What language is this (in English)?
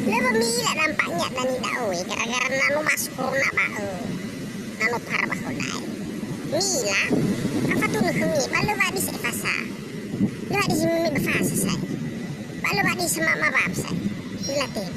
Nias